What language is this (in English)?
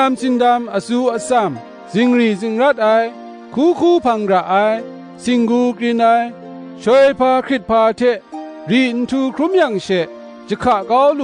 Kachin